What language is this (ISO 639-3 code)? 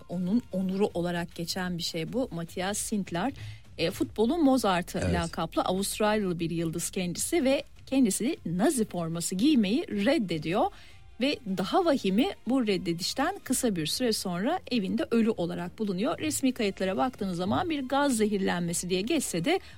tur